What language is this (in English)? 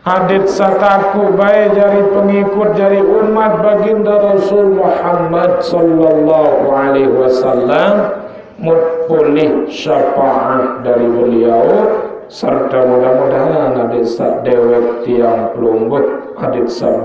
Sasak